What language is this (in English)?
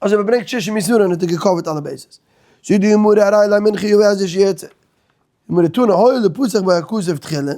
Yiddish